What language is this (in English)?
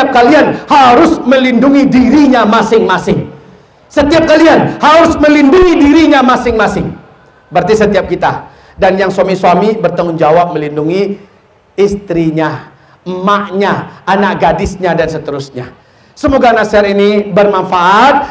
Indonesian